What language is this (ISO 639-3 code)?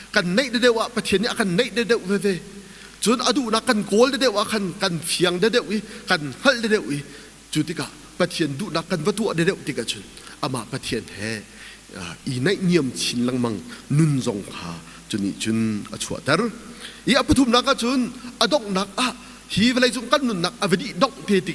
cnh